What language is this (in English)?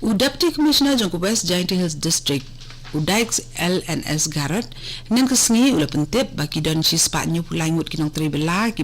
Khasi